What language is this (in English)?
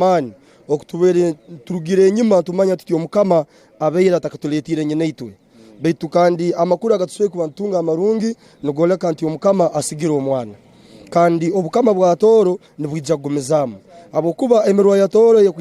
Tooro